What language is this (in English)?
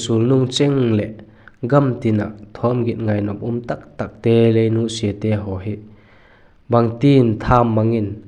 Vaiphei